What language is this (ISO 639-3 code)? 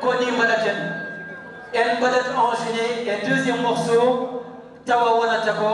ful